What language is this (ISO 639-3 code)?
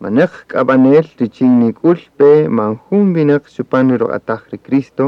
cak